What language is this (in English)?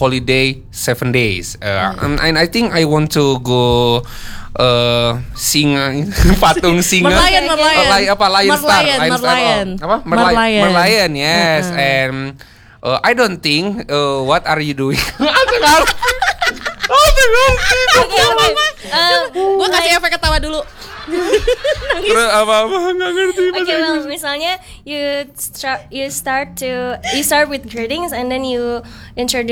Indonesian